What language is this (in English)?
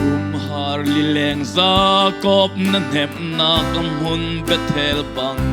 Hakha Chin